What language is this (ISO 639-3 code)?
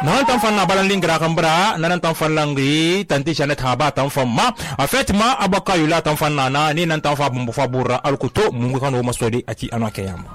sus